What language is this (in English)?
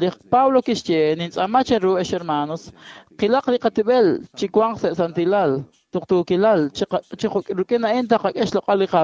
Kekchí